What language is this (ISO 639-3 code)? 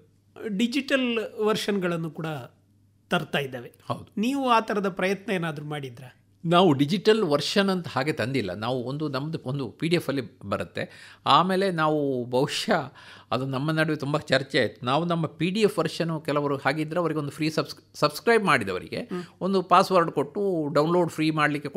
kan